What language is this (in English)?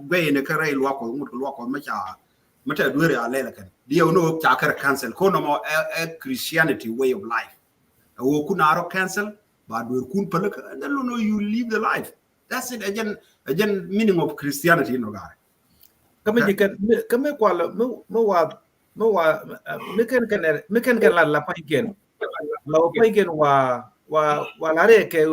Nuer